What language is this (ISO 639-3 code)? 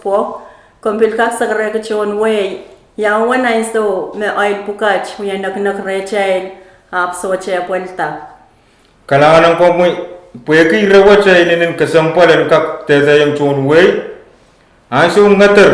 pon